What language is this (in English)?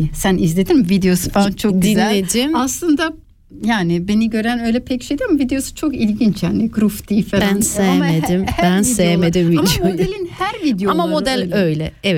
Turkish